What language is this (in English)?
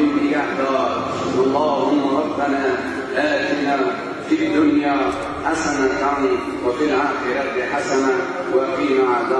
Persian